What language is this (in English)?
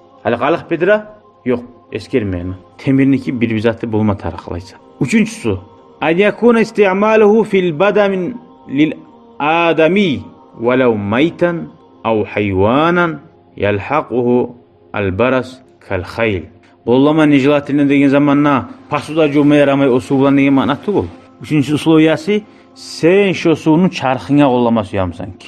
Kumyk